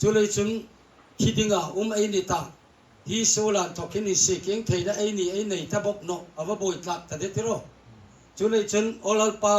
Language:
Hmar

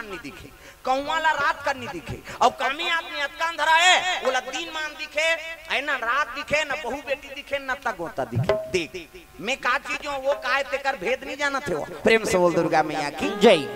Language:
Chhattisgarhi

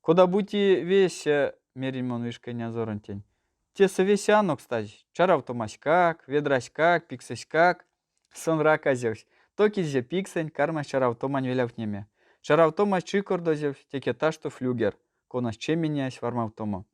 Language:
Erzya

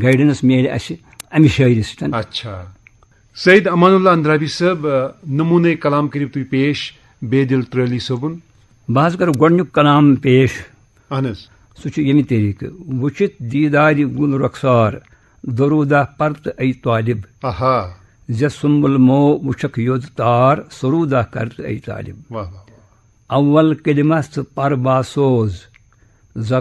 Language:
Kashmiri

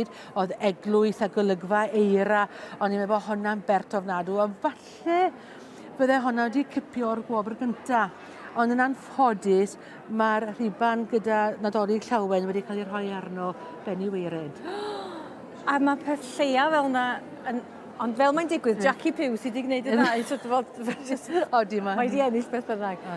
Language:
Welsh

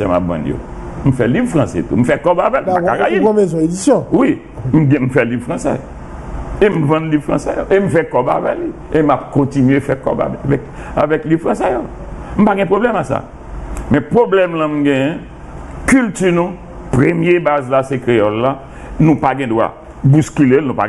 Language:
Haitian Creole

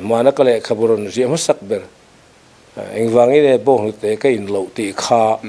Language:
Mizo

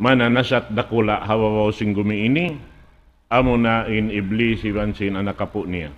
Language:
Tausug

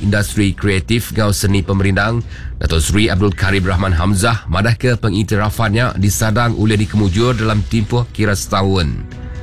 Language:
Iban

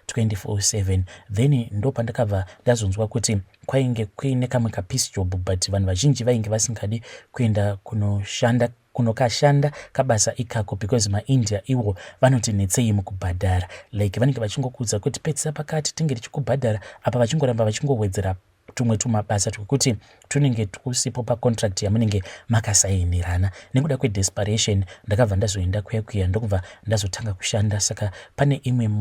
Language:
Shona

